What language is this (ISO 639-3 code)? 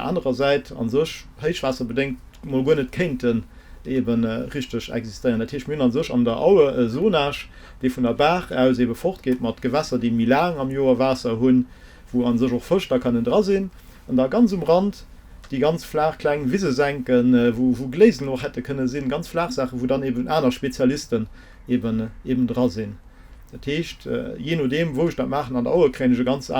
ltz